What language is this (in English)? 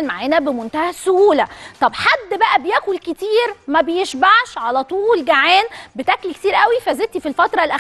Egyptian Arabic